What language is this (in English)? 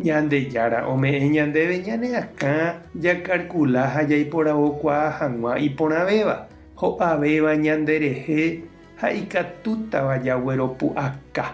Guarani